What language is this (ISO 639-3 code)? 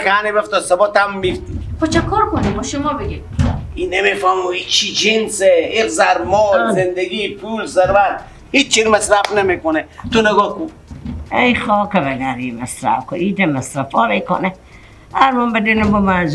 fas